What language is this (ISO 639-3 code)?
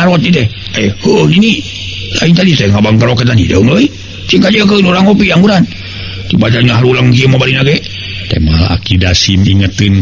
sun